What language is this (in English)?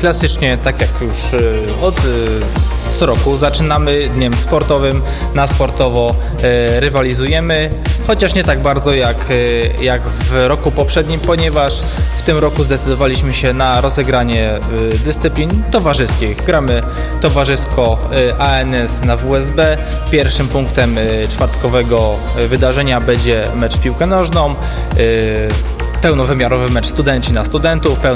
Polish